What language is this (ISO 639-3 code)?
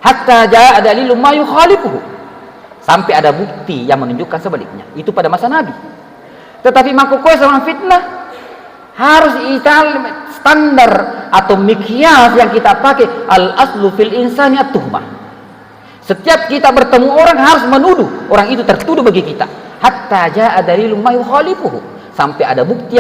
bug